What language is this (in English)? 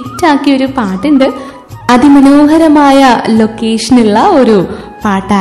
Malayalam